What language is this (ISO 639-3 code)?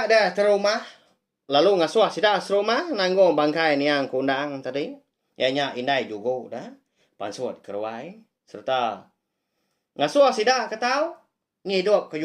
iba